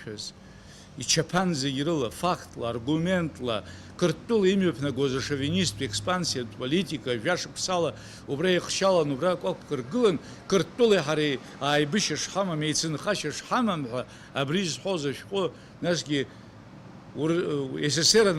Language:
Abkhazian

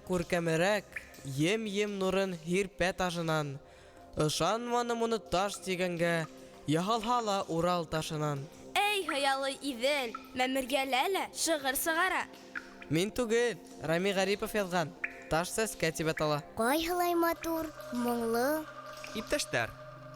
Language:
Bashkir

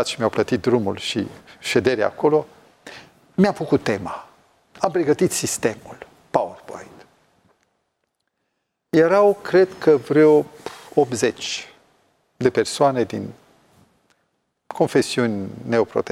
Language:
Romanian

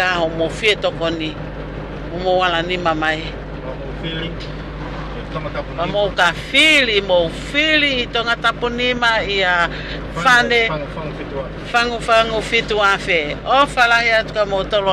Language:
Tongan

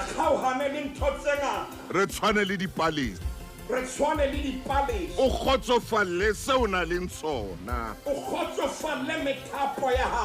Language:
Southern Sotho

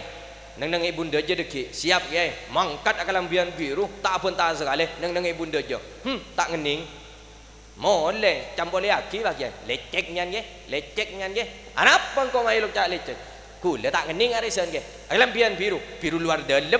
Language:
Madurese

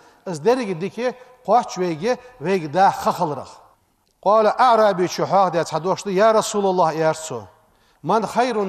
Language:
Ingush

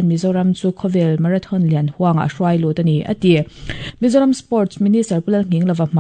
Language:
Mizo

